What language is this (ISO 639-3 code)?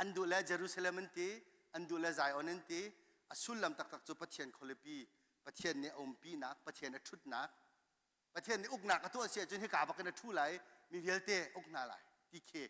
cnh